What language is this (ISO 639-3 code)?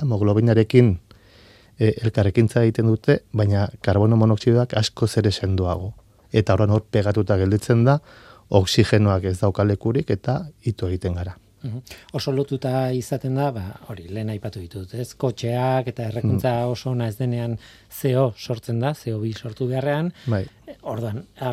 eus